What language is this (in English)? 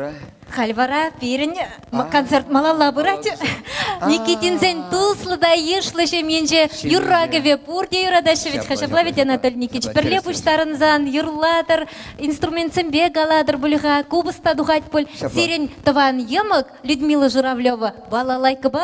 Chuvash